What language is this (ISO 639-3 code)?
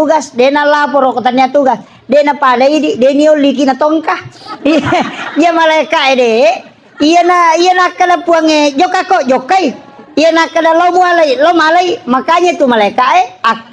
bug